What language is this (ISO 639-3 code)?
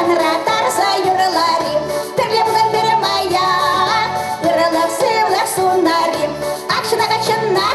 chv